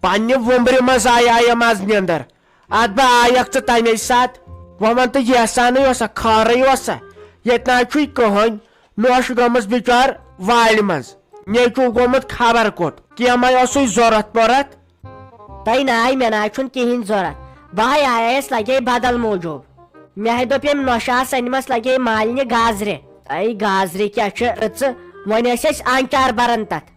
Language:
Kashmiri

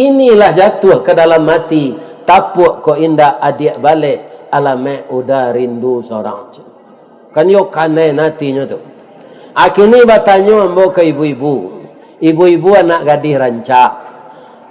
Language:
Minangkabau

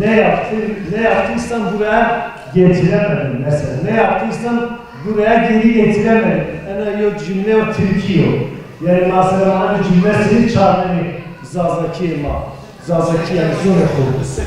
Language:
Zaza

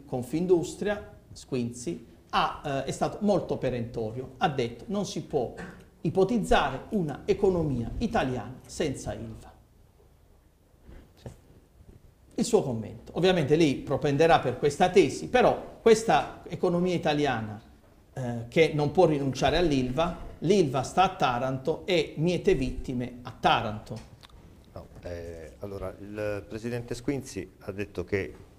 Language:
Italian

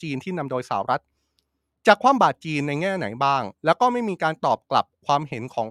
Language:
Thai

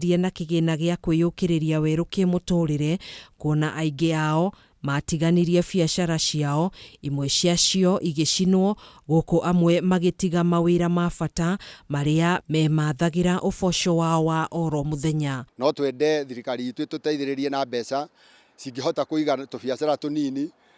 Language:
Kikuyu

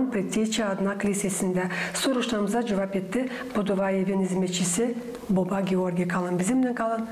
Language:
Gagauz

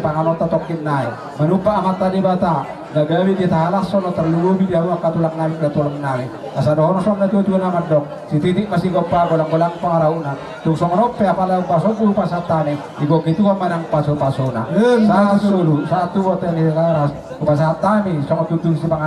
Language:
Batak Toba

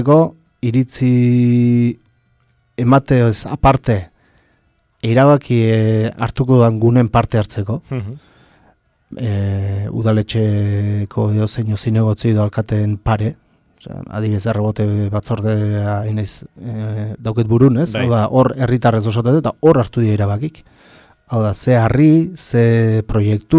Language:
Basque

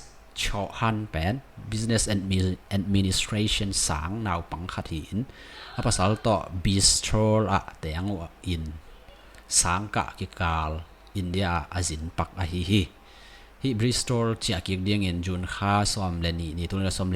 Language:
Tedim Chin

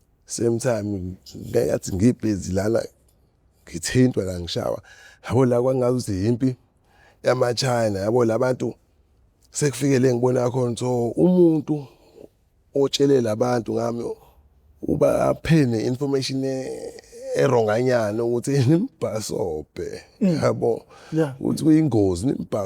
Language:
Zulu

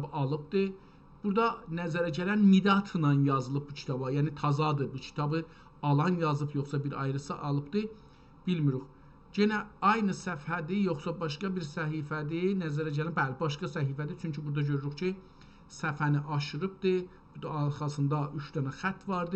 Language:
South Azerbaijani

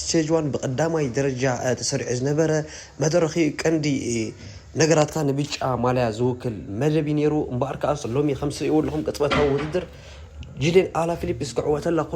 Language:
Tigrinya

